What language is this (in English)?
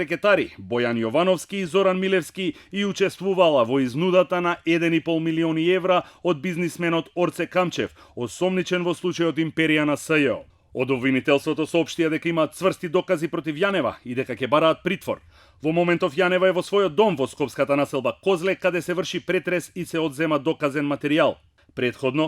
Macedonian